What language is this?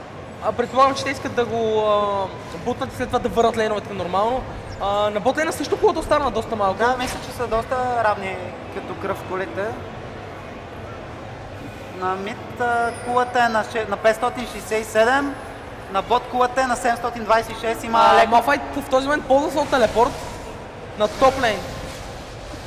Bulgarian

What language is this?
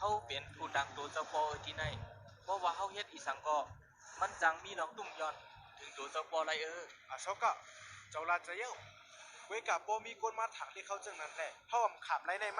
Shan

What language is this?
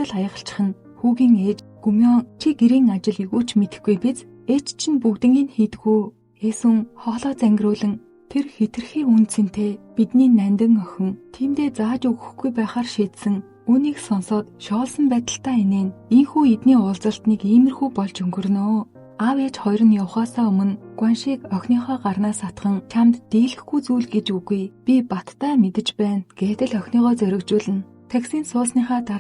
Mongolian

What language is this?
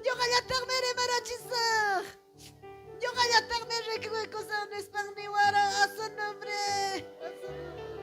Ayacucho Quechua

